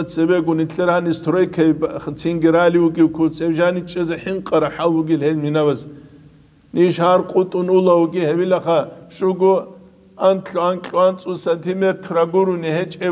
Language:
Avaric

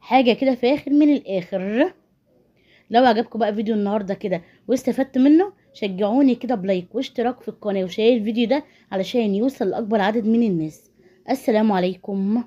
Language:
Egyptian Arabic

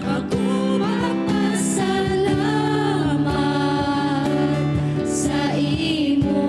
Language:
Hiligaynon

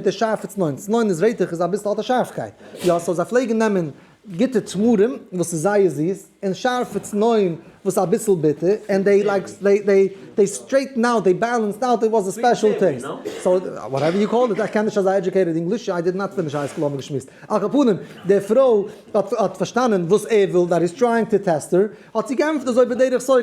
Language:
Yiddish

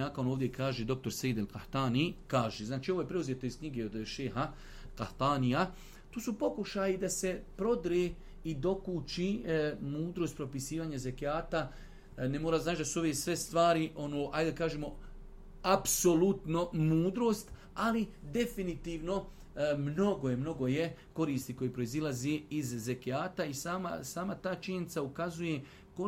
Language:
Bosnian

